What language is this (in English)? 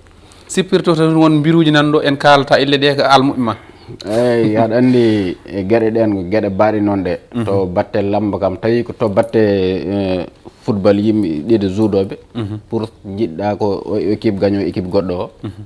Fula